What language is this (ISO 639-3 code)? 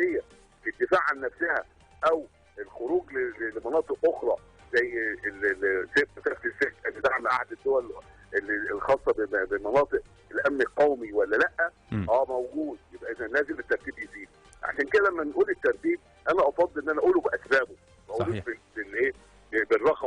arz